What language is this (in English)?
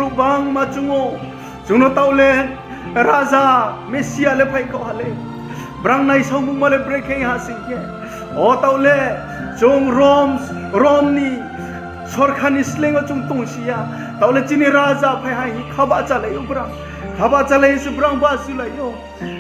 Riang (India)